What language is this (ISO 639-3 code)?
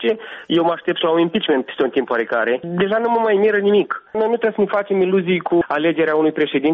ron